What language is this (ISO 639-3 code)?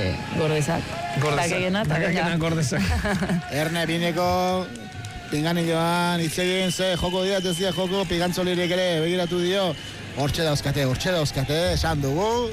eus